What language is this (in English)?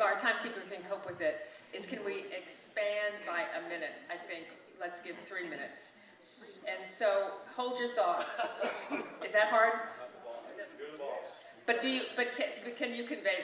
English